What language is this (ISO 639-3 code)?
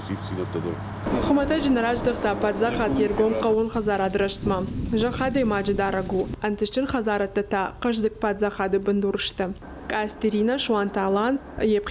oss